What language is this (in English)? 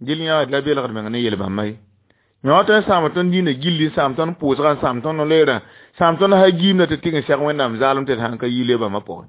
Mossi